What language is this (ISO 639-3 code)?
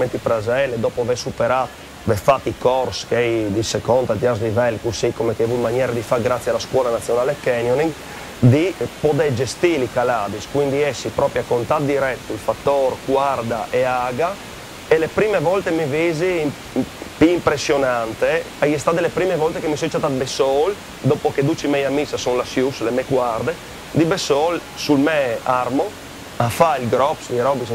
fur